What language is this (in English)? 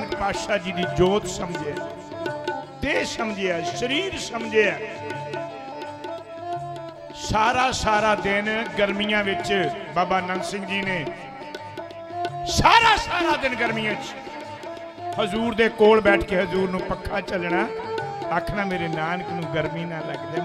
Punjabi